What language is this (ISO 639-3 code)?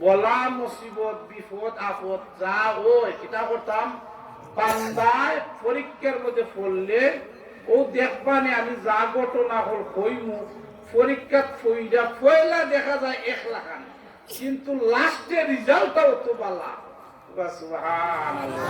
syl